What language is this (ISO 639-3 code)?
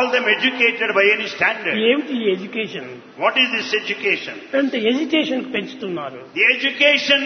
tel